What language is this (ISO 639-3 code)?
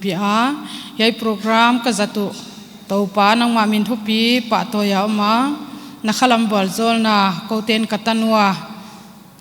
pck